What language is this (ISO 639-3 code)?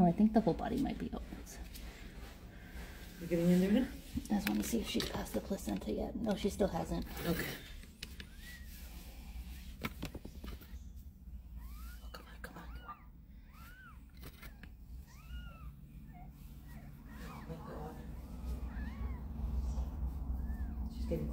eng